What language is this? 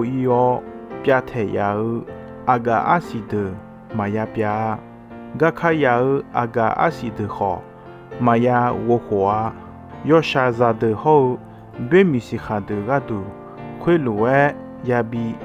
Akha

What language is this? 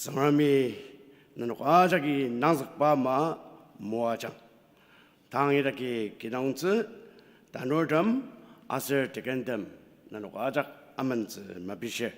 Ao Naga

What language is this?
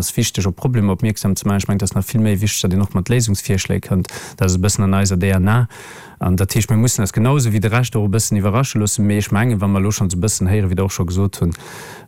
Luxembourgish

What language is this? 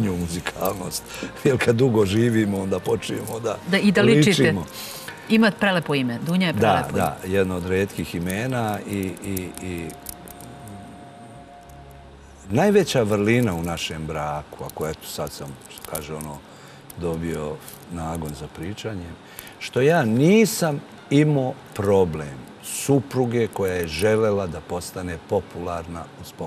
Serbian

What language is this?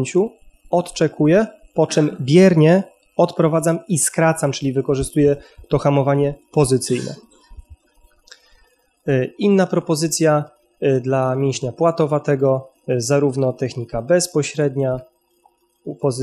Polish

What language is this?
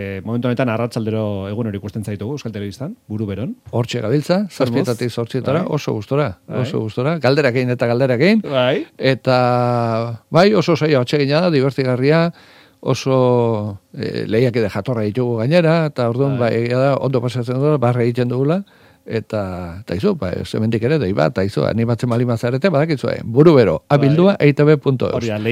Basque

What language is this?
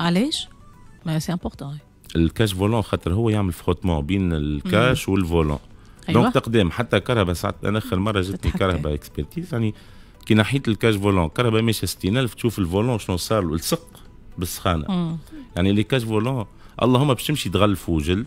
Tunisian Arabic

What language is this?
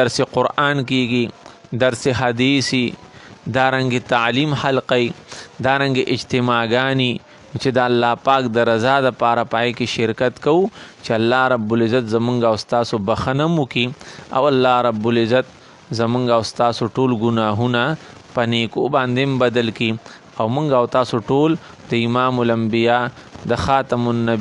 Pashto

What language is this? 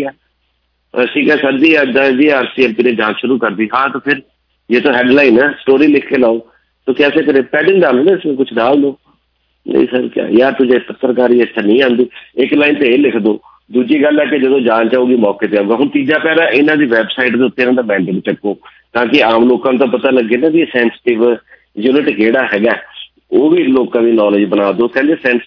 Punjabi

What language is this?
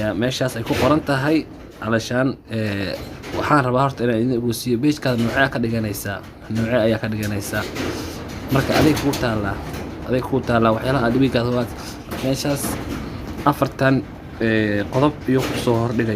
Somali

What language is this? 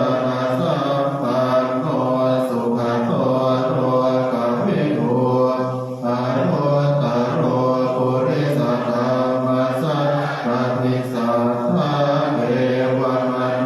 Pali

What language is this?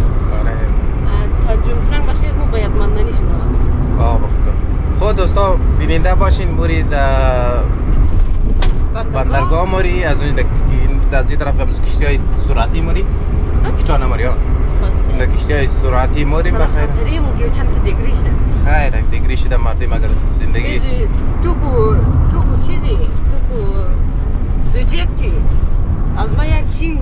Persian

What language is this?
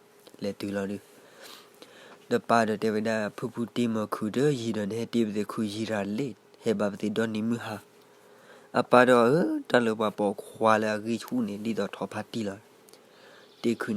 S'gaw Karen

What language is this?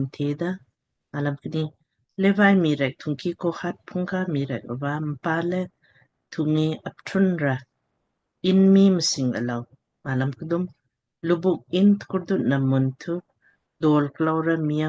Lamkang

